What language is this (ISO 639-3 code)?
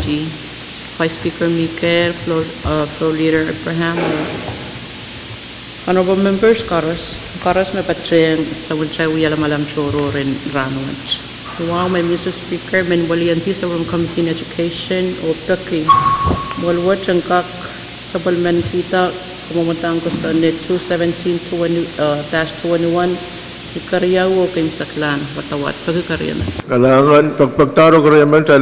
pon